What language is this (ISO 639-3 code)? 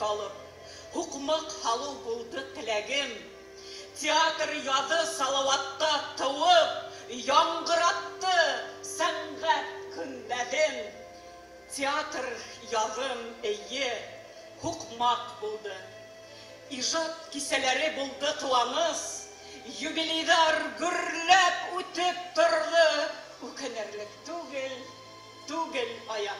bak